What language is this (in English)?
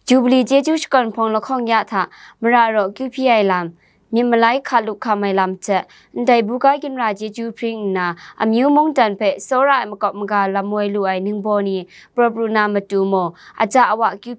Kachin